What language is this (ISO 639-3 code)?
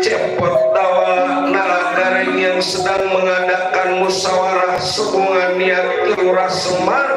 bew